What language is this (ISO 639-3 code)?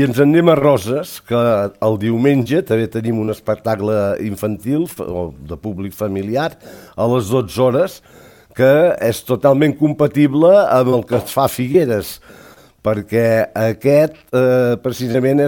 cat